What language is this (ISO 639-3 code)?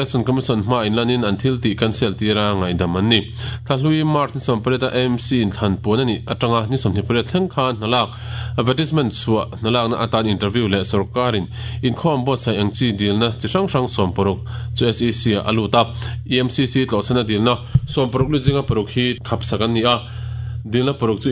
lus